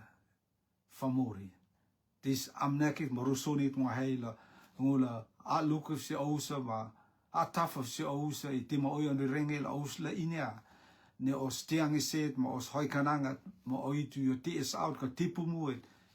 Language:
Rotuman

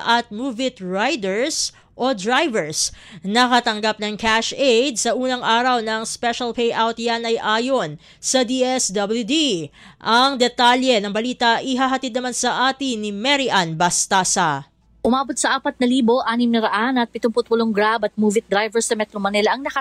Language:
Filipino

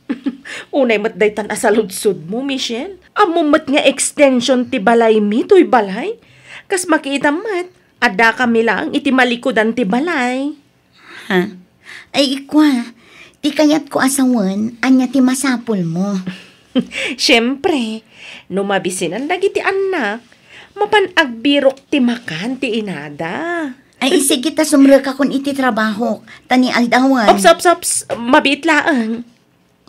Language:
Iloko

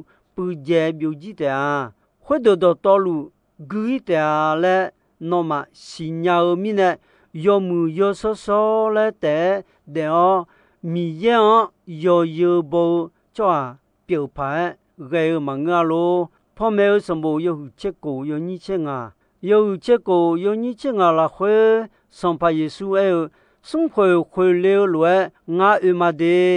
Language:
Akha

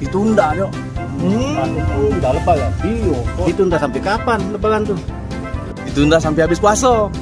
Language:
Musi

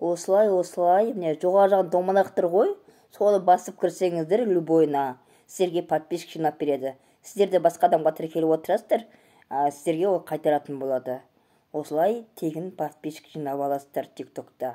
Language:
Kazakh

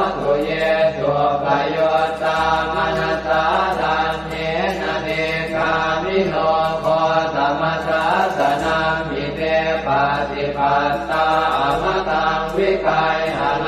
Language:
Pali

